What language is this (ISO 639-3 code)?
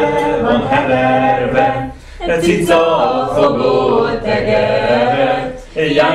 hun